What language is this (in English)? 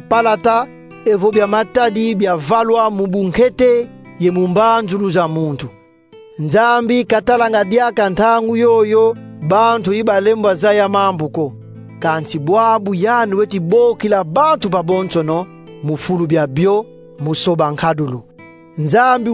Kongo